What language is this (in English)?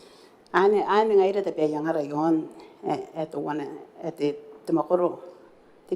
Gilbertese